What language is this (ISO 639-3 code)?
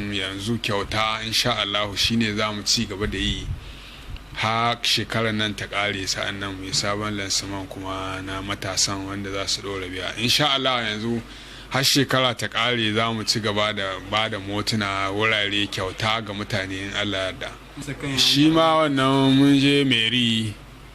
hau